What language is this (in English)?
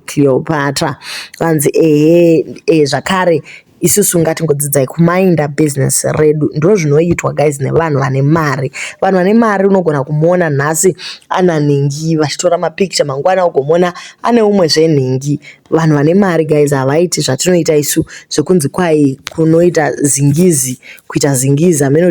Shona